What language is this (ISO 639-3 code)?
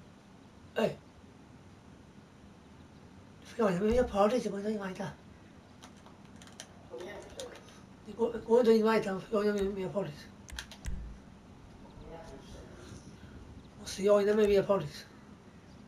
swe